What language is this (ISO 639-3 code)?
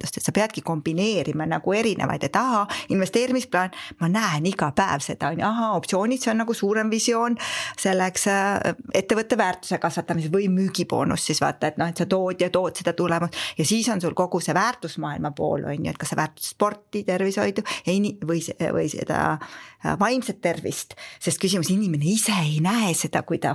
est